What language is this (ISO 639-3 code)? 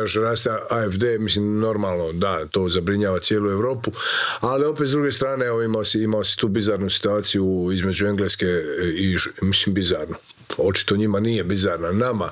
hrv